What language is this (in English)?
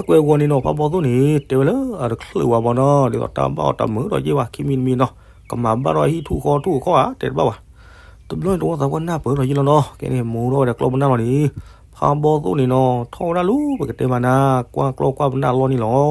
S'gaw Karen